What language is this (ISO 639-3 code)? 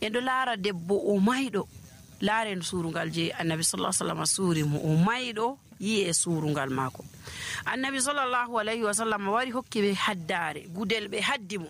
fuv